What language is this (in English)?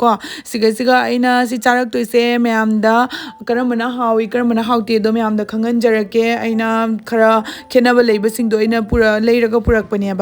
Manipuri